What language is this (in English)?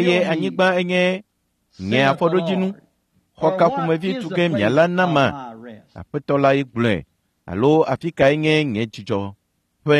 Ewe